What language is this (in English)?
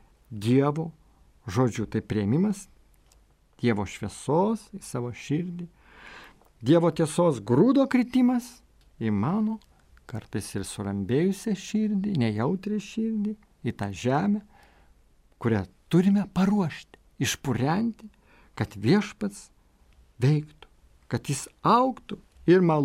Lithuanian